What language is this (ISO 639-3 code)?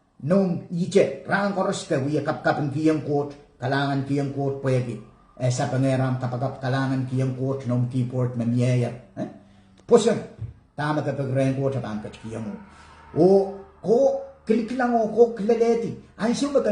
pon